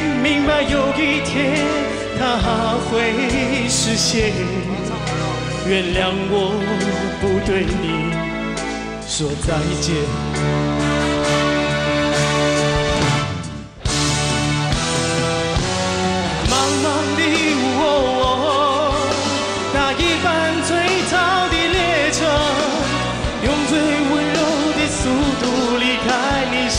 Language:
Chinese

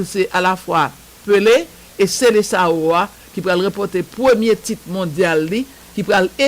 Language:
Haitian Creole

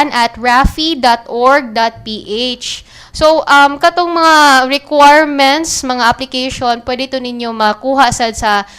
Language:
Cebuano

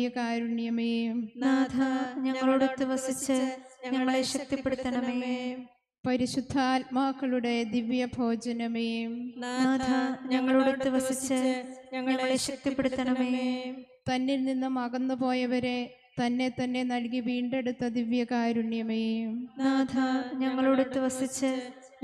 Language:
Malayalam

